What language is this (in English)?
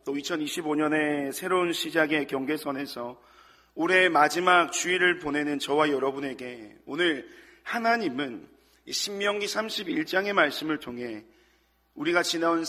Korean